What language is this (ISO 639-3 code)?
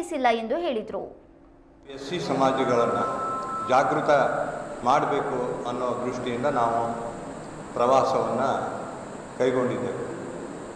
kan